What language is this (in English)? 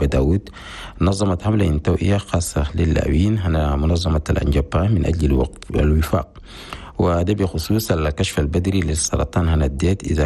Chadian Arabic